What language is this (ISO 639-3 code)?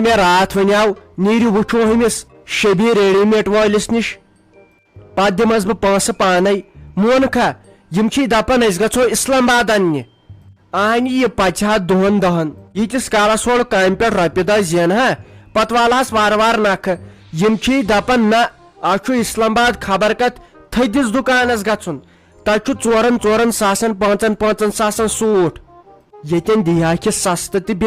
kas